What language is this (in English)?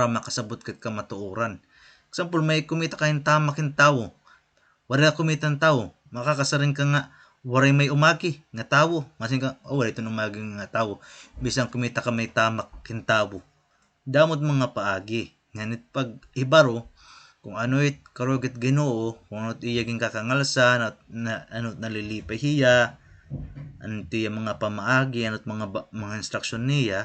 Waray